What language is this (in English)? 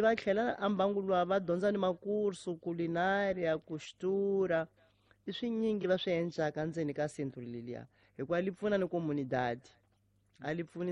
Tsonga